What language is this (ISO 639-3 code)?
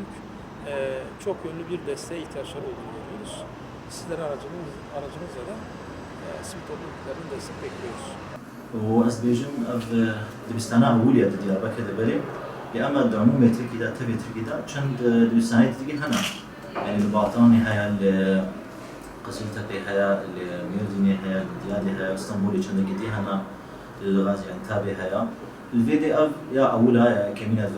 kur